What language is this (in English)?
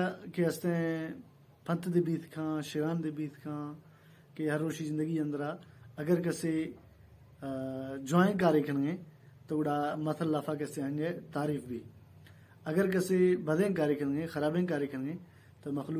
Baluchi